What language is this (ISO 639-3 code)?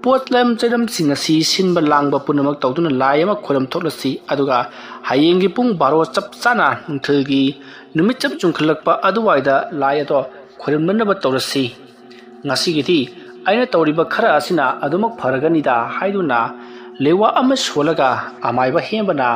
mni